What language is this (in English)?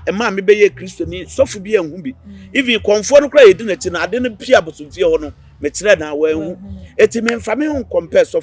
Akan